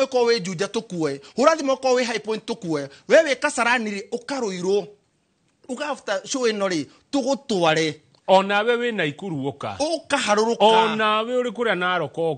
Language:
Kikuyu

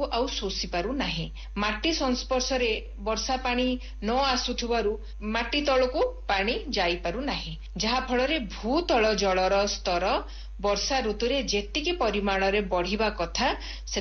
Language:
Odia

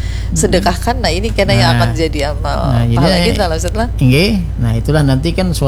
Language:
Indonesian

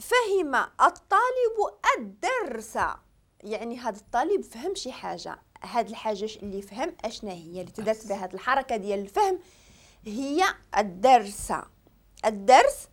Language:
Moroccan Arabic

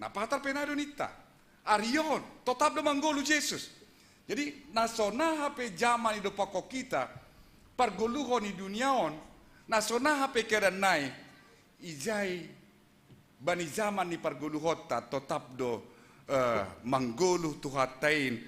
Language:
Batak Simalungun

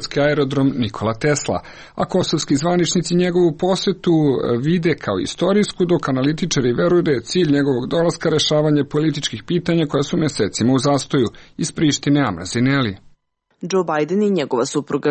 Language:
Serbian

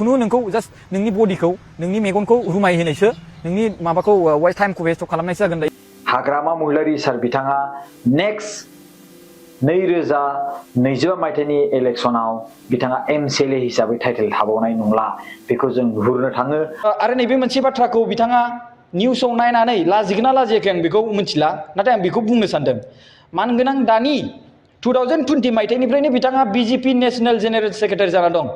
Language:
Bodo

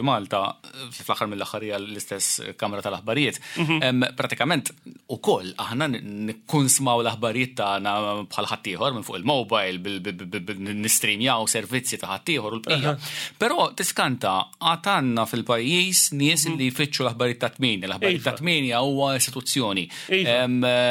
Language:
Maltese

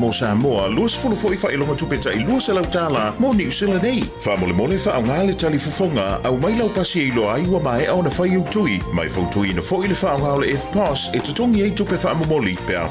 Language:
Samoan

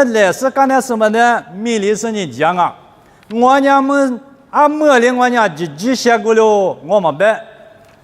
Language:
Lisu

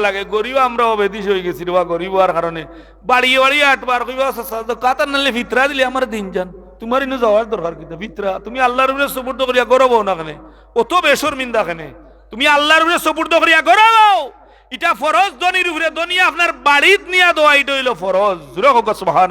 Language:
Sylheti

